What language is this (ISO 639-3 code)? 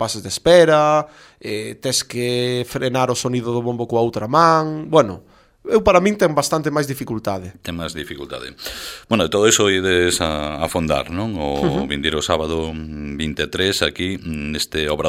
glg